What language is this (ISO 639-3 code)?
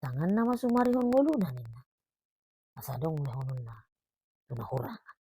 bbc